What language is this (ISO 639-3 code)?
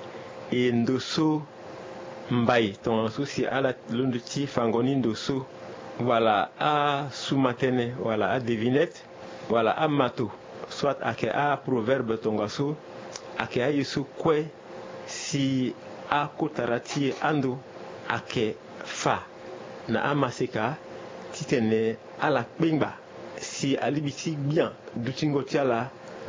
sag